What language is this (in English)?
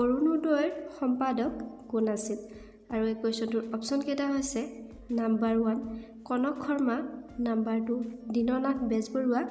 Assamese